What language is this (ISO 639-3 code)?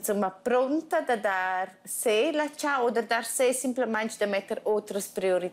roh